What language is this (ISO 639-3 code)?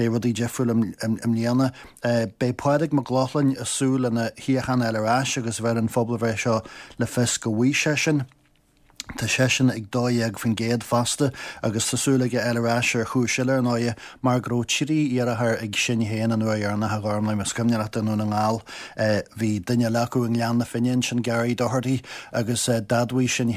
gle